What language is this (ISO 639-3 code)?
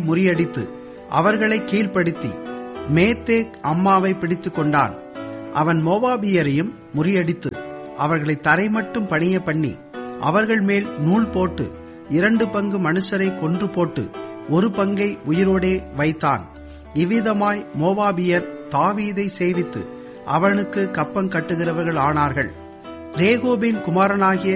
tam